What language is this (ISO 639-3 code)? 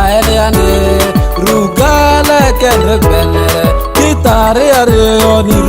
mhi